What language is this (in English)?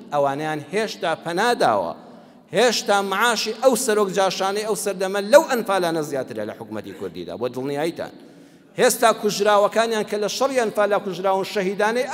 Central Kurdish